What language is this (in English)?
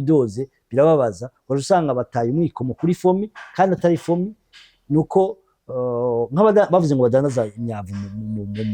Rundi